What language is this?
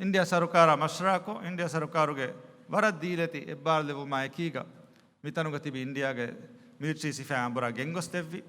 Divehi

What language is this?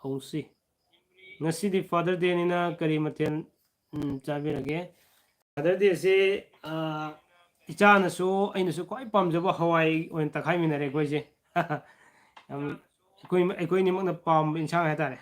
Manipuri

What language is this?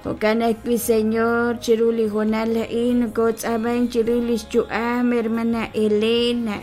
Kekchí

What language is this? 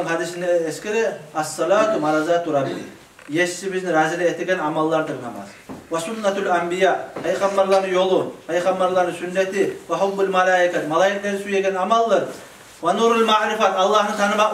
Kumyk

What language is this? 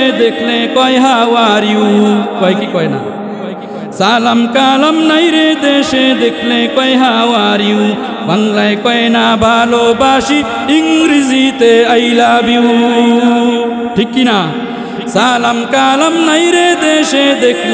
Bangla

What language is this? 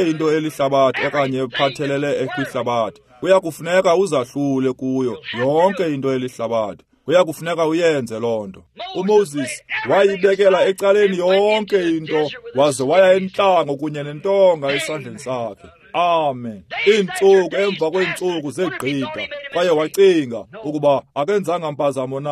Xhosa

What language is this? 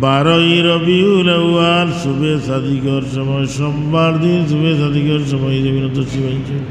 Sylheti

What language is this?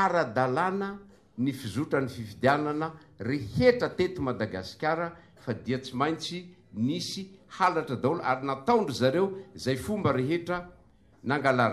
Malagasy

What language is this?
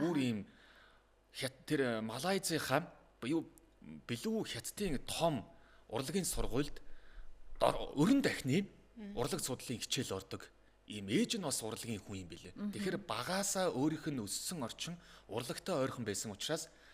Mongolian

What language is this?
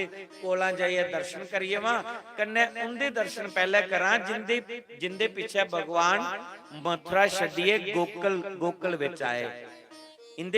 Dogri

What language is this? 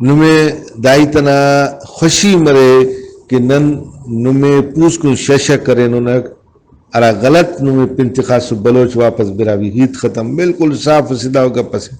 Brahui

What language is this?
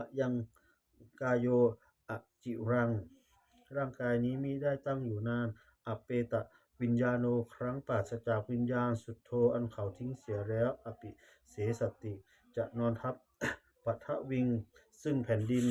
Pali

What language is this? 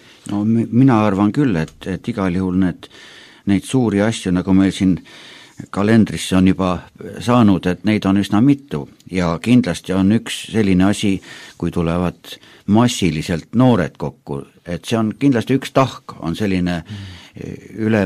Estonian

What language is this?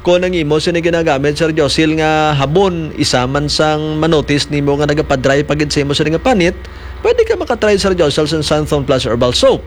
Hiligaynon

